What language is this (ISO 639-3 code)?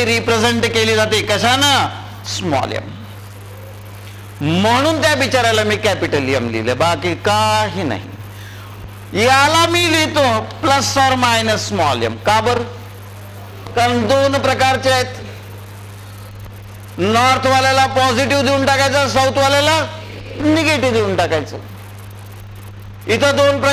mar